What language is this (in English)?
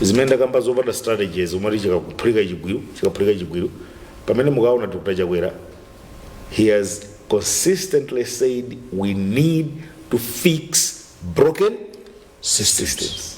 Nyanja